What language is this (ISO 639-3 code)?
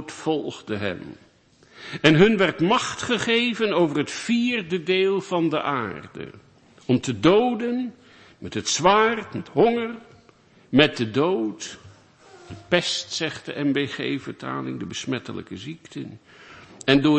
nld